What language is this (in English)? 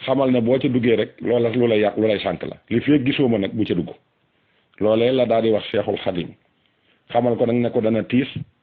Wolof